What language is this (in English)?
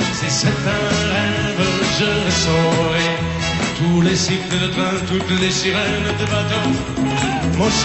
French